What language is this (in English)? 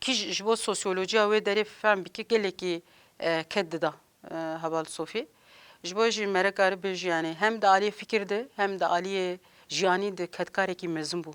Kurdish